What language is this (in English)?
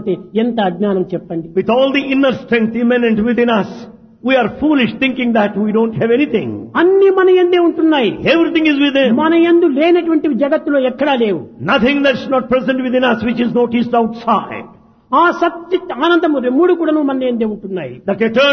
Telugu